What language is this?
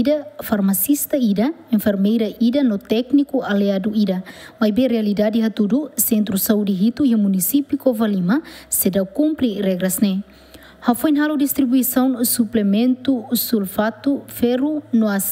Tetum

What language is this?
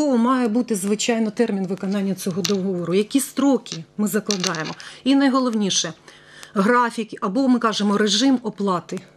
Ukrainian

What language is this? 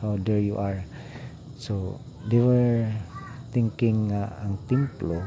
Cebuano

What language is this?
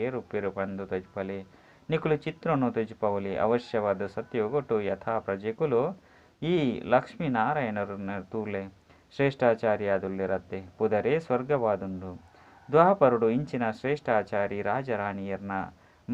Tulu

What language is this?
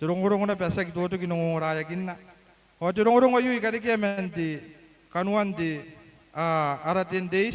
Gilbertese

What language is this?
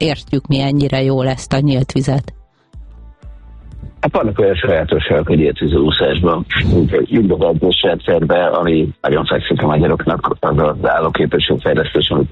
Hungarian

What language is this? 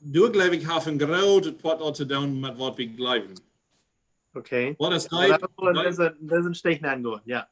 Plautdietsch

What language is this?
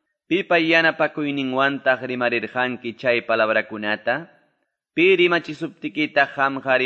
Quechua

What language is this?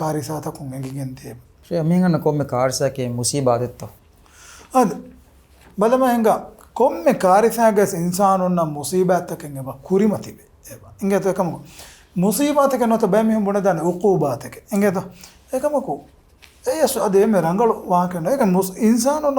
Divehi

